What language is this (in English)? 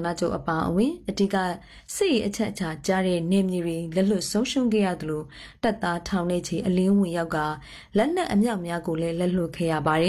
Burmese